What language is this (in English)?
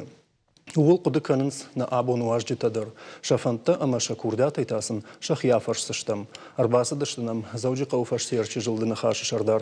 Ossetic